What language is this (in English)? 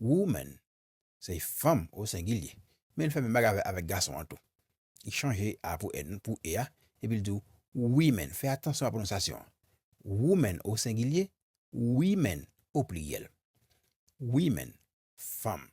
Haitian Creole